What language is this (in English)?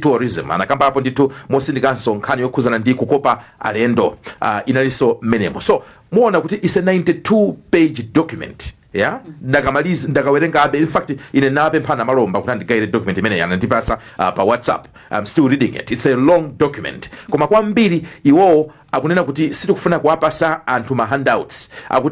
Nyanja